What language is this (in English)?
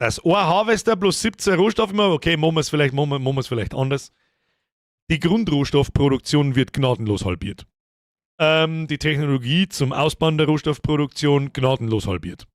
Bavarian